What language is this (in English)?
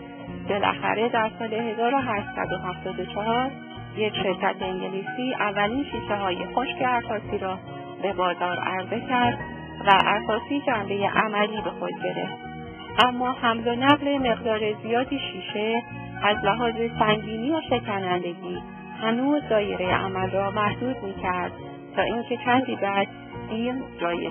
Persian